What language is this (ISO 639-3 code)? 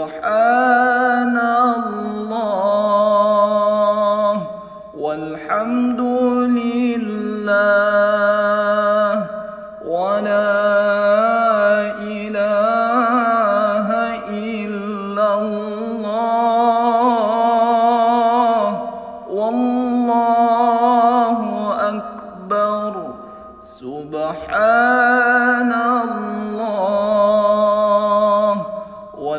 ara